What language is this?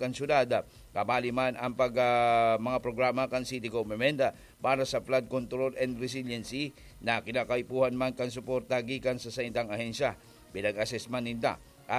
Bikol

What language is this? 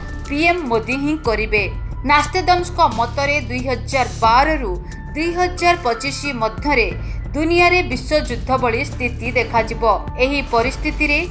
Odia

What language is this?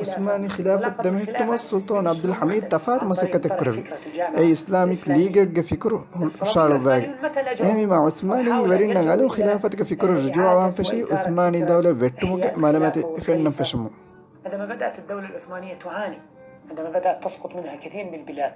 Divehi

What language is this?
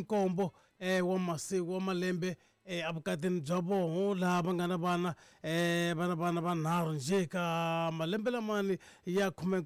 Tsonga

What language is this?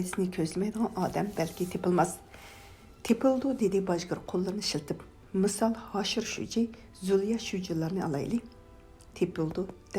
Uyghur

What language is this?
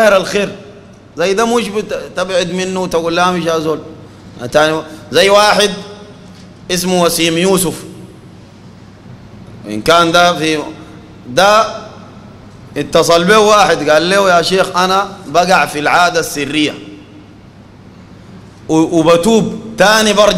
Sudanese Arabic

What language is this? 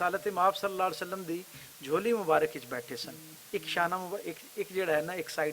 Western Panjabi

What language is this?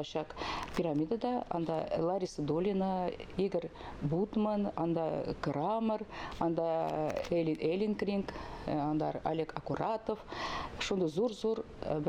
Tatar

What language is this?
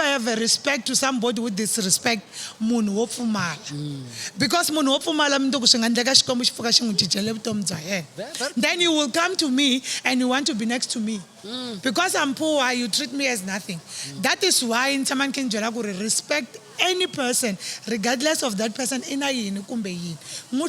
Tsonga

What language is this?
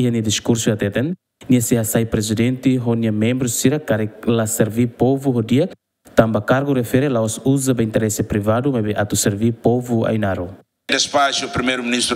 Tetum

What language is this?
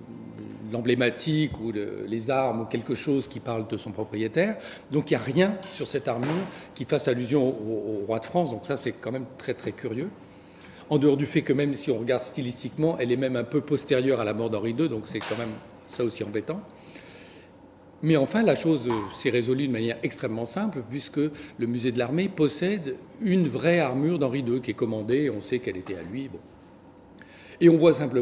French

